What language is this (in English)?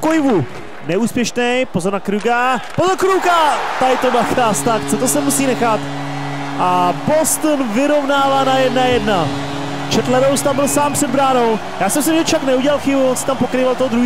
Czech